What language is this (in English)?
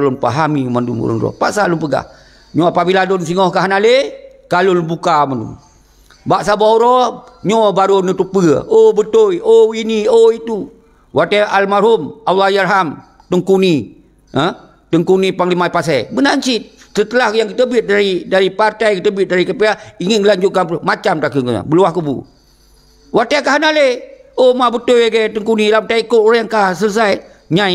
Achinese